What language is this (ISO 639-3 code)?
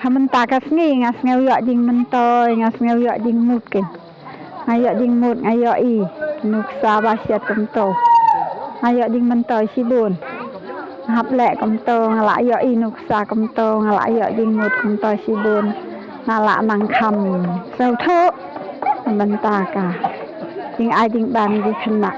kha